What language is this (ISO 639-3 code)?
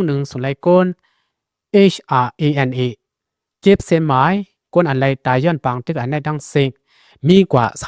shn